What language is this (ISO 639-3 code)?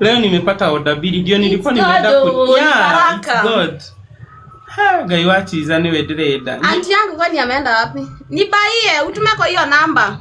kik